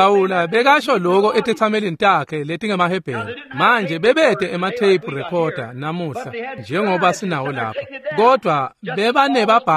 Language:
Swati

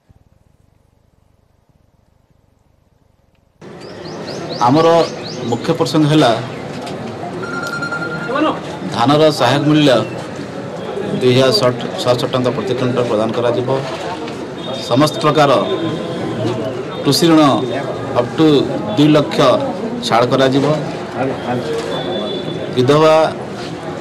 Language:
Odia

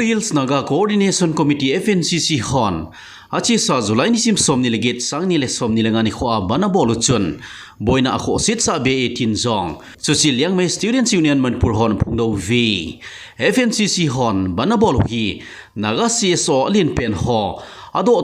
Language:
Thado Chin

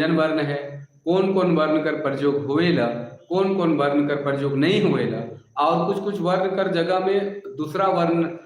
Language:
Sadri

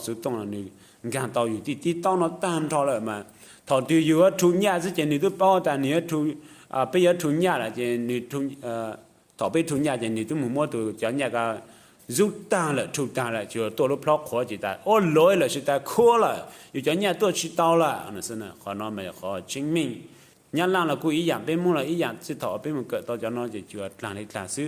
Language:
Hmong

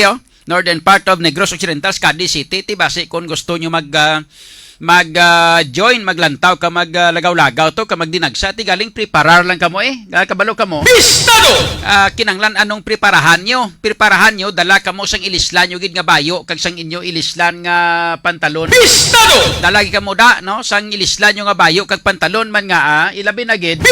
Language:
Hiligaynon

